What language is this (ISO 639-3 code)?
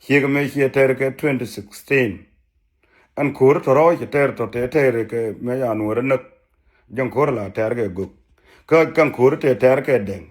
nus